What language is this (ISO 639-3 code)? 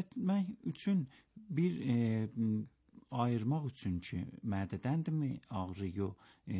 aze